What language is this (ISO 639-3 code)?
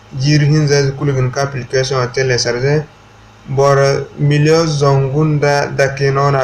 dje